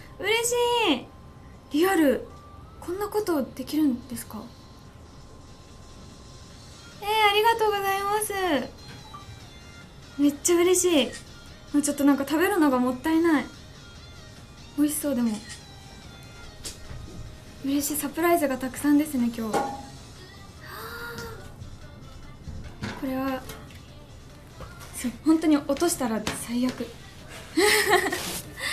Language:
Japanese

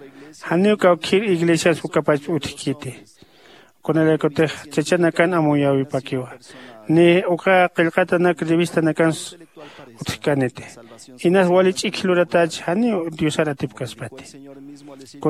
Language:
Aymara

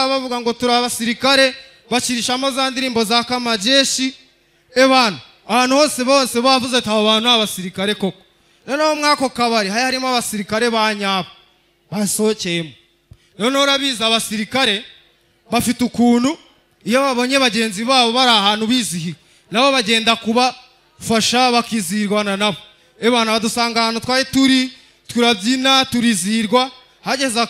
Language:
Kinyarwanda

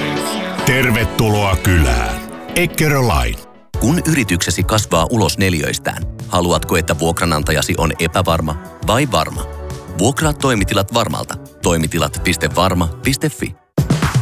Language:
Finnish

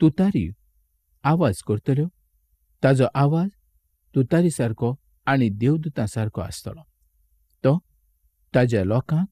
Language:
Konkani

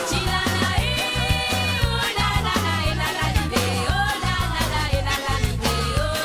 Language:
Morisyen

